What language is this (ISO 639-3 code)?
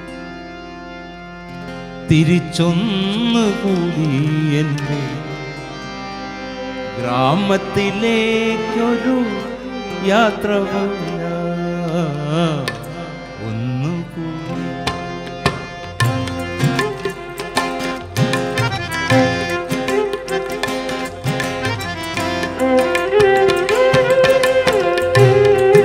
mal